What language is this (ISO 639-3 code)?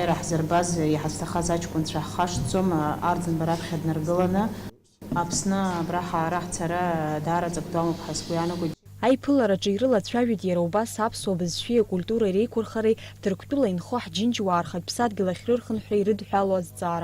abk